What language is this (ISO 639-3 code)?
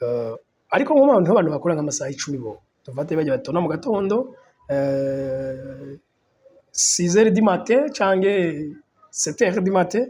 run